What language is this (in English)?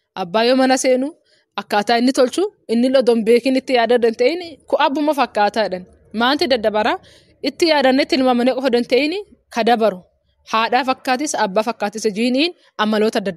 Oromo